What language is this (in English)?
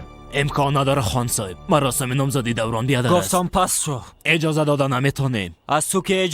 Persian